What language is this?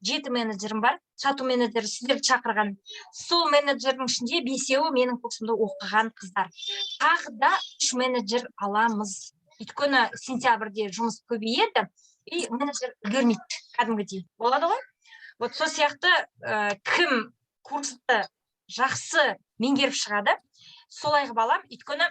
Kazakh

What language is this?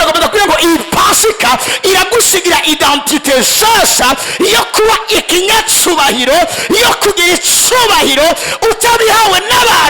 Rundi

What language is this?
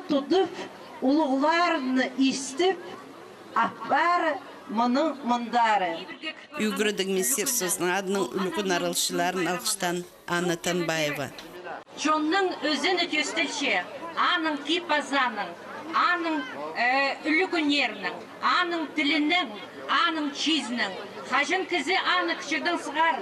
Khakas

